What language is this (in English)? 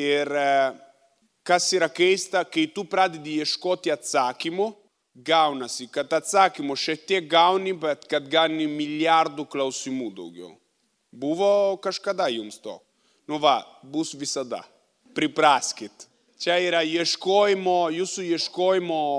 Lithuanian